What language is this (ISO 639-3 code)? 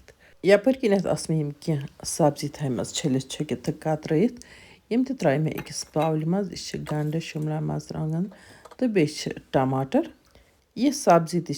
kas